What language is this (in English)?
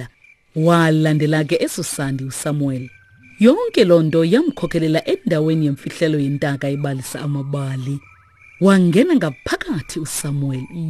Xhosa